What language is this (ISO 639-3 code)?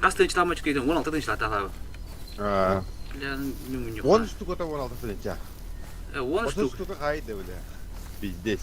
sah